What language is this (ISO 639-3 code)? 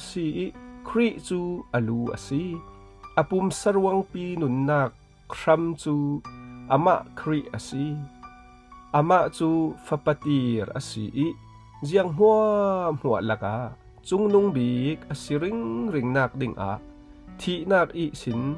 cfm